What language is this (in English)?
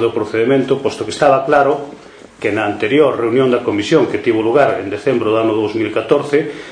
Galician